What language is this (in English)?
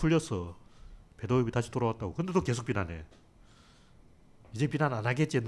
Korean